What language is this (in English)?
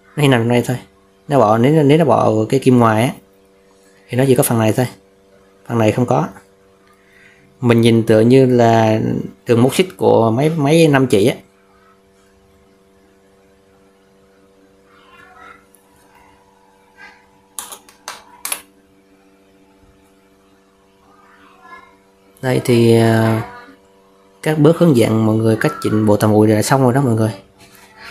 Vietnamese